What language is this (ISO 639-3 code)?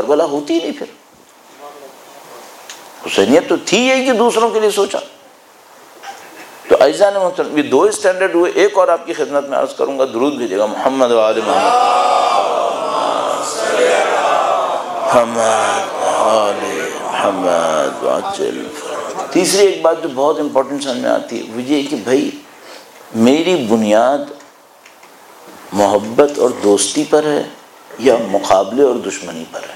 urd